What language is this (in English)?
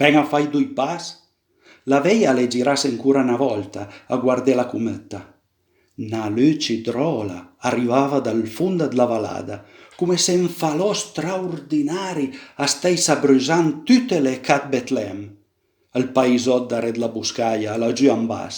Piedmontese